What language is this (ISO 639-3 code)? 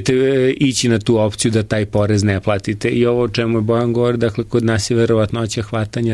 srp